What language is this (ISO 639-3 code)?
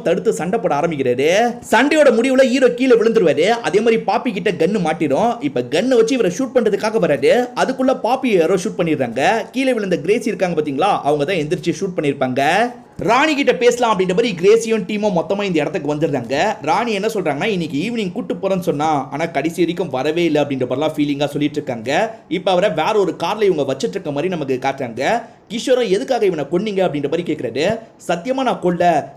tam